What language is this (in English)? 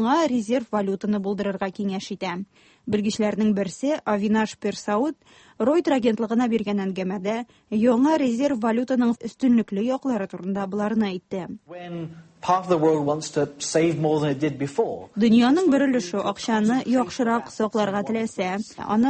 Tatar